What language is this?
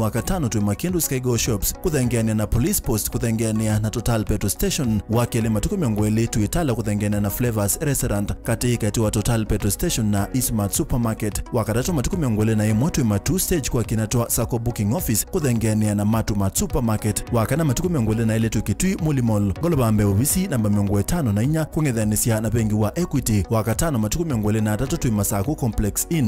Kamba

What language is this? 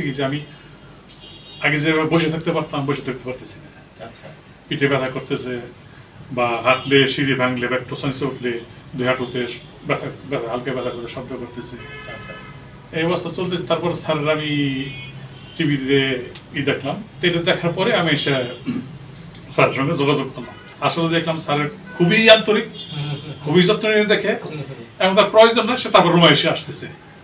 Bangla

